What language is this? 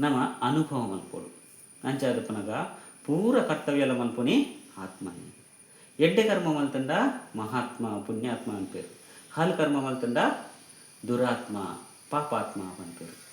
Tulu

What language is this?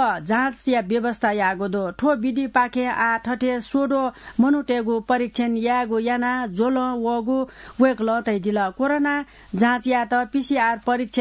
Newari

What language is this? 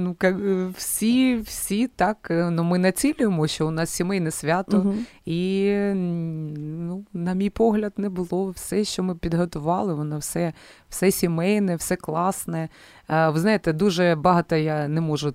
Ukrainian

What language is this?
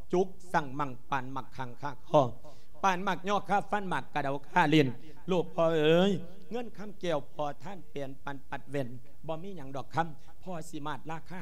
Lao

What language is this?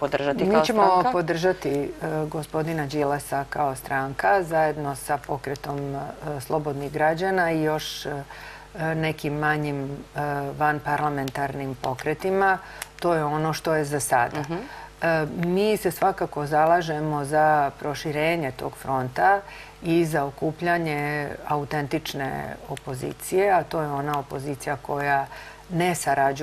Serbian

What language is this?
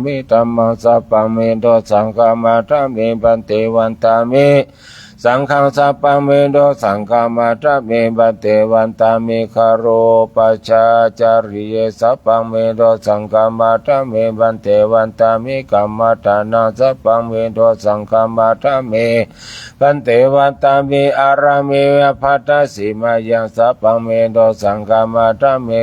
Pali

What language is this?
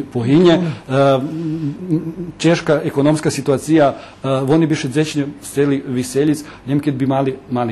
Rusyn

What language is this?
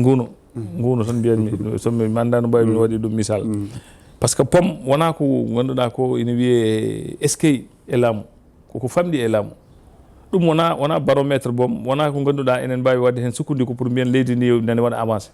Fula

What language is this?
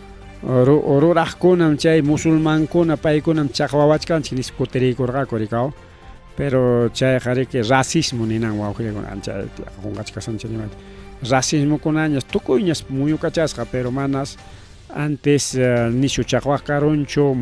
Ayacucho Quechua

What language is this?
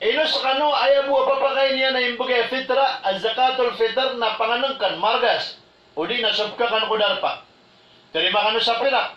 Maranao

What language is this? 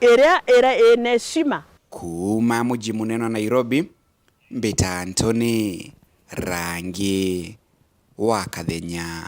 Meru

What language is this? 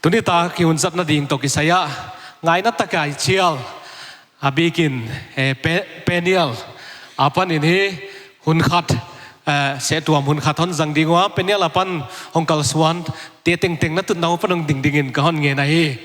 Paite Chin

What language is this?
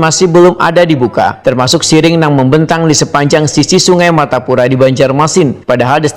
Banjar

